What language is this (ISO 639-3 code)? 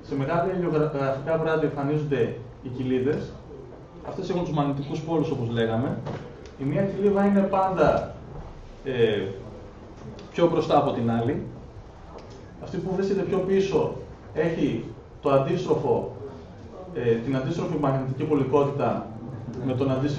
ell